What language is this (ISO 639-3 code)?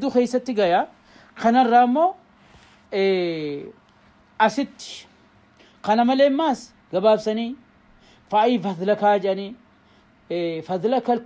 orm